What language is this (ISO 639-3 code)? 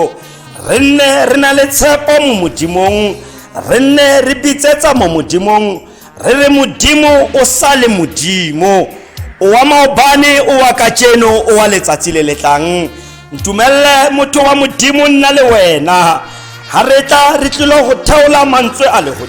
tsn